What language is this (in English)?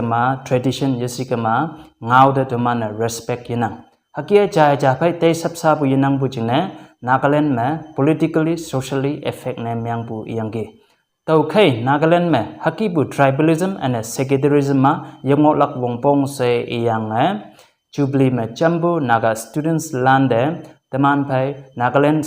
Konyak Naga